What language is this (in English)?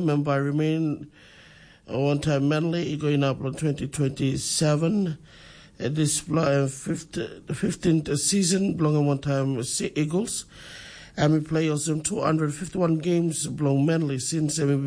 Tok Pisin